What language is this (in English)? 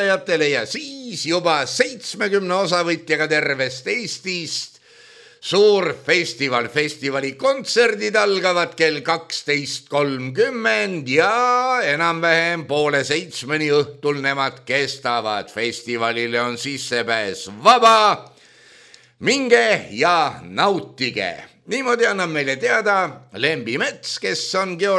Estonian